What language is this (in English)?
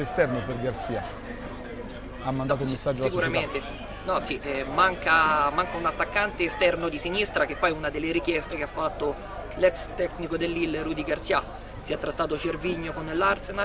Italian